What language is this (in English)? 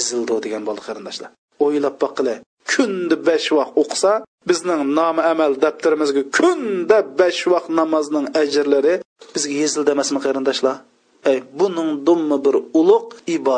Uyghur